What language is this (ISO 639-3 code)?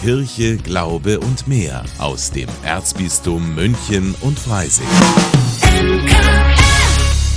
deu